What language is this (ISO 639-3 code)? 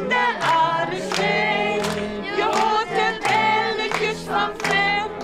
fry